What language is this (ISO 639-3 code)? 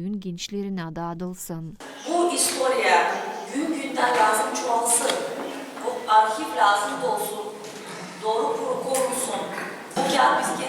gag